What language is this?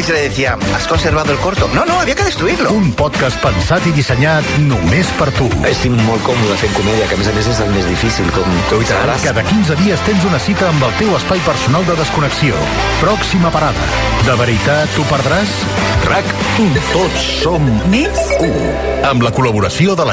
Catalan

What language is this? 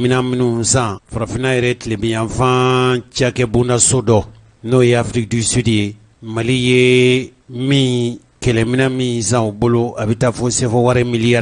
Bambara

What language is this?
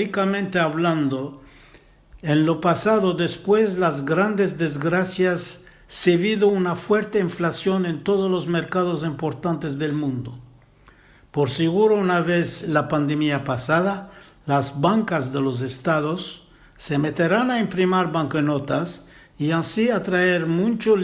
Ladino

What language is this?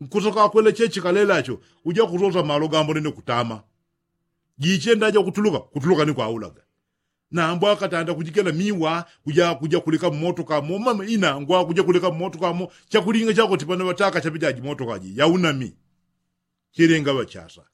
Yao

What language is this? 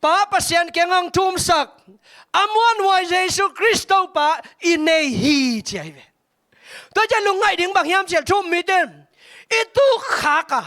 Tedim Chin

